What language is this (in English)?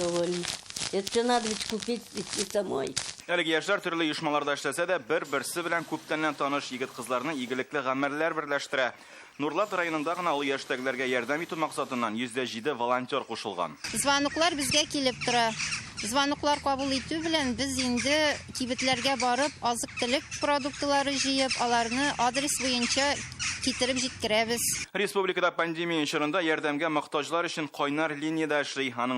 Tatar